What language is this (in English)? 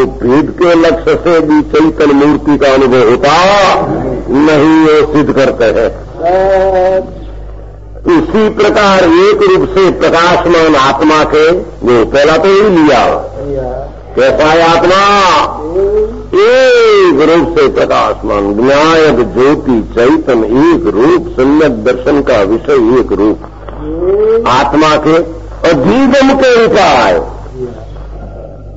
Hindi